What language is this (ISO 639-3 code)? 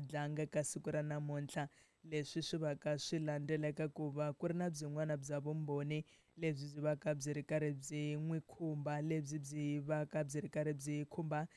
tso